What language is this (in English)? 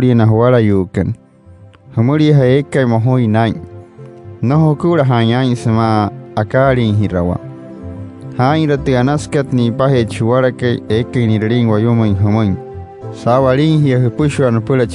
Wayuu